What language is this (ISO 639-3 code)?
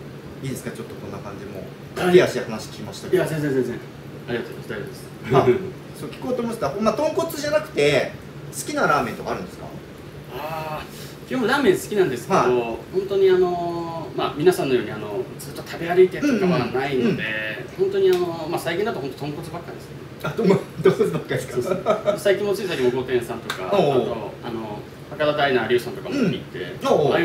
jpn